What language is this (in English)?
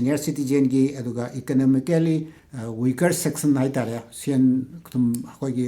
Manipuri